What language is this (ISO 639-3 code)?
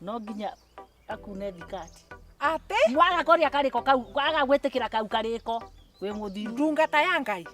kik